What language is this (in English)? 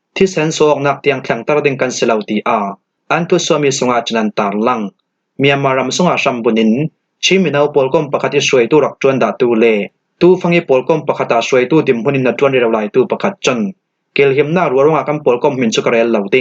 Falam Chin